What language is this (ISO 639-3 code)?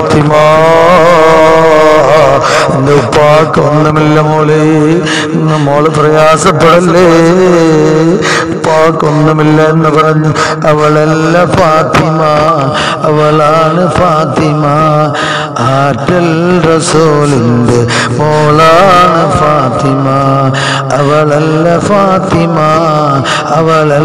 mal